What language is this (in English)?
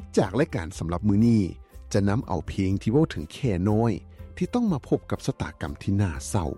Lao